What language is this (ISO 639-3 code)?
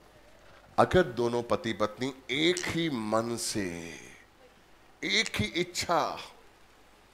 hin